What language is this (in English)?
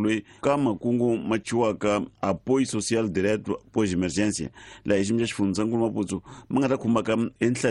Tsonga